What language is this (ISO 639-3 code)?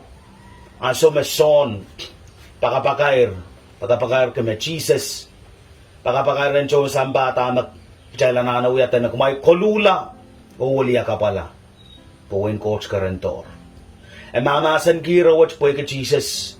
pon